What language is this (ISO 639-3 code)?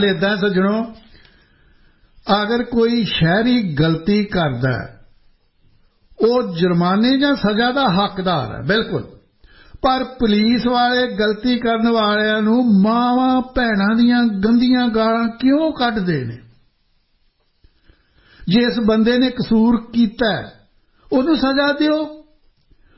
pan